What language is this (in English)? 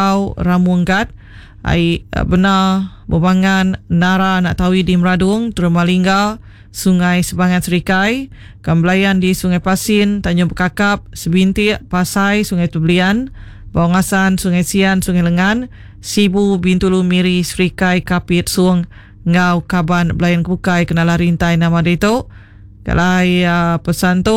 Iban